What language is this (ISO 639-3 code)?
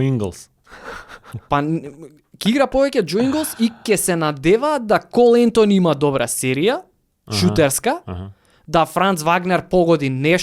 mkd